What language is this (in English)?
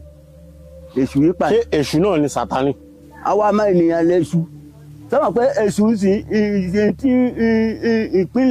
Yoruba